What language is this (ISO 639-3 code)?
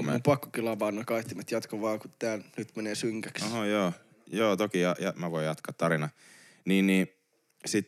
fin